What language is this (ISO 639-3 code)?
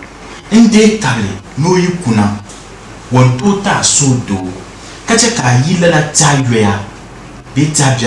dag